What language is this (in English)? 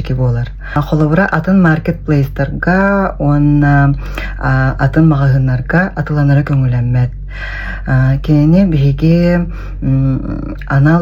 Yakut